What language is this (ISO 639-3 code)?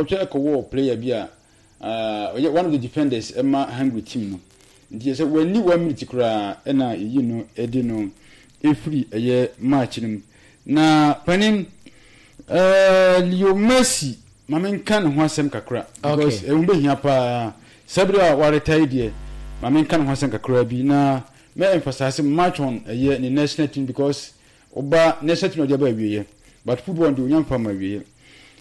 aka